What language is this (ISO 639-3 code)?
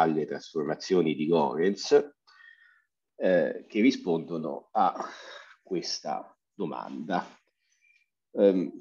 ita